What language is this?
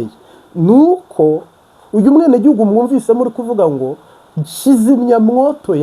Kinyarwanda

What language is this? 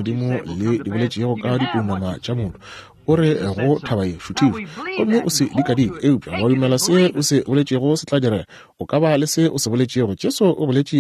Northern Sotho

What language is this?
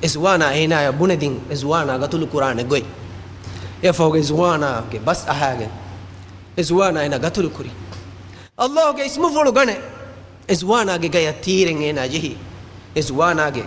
Divehi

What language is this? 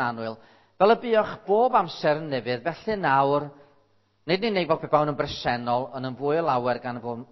Welsh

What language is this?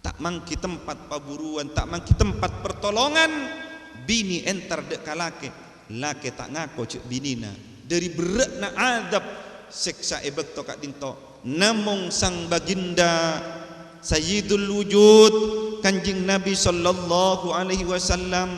Madurese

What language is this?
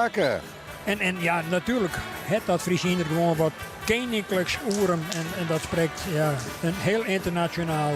Western Frisian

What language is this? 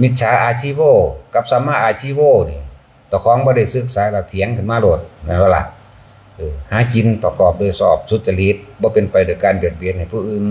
Northeastern Thai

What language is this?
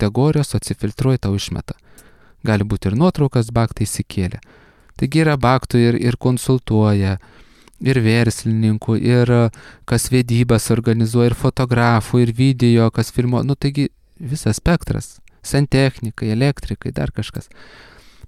Lithuanian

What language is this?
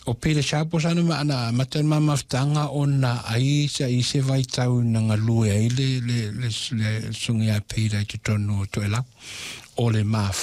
Samoan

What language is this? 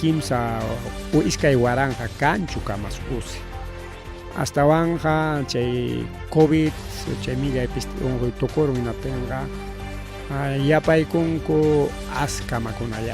Ayacucho Quechua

